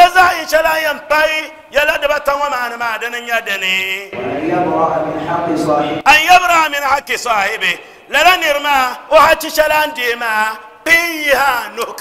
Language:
Dagbani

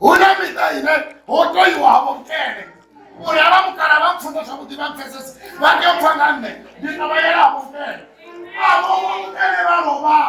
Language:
Venda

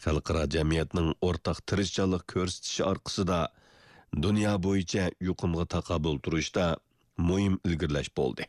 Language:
Uyghur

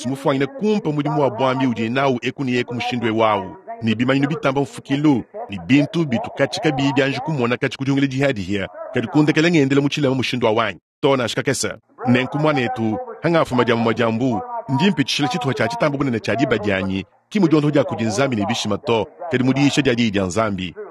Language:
Luba-Lulua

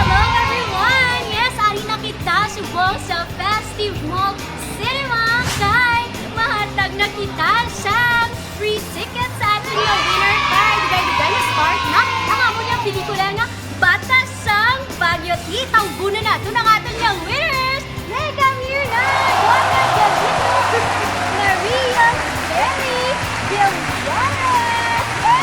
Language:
Hiligaynon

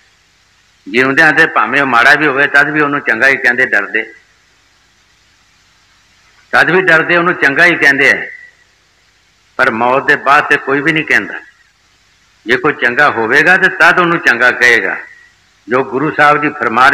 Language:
Punjabi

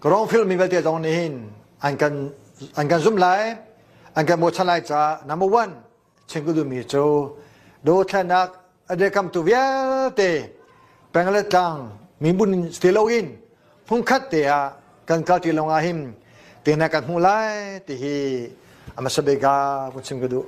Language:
Hakha Chin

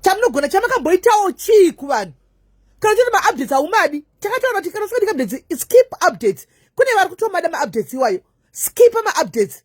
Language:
Shona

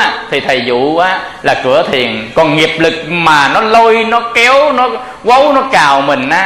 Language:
Vietnamese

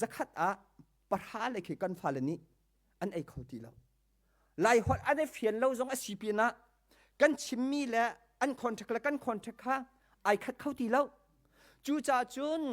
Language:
Hakha Chin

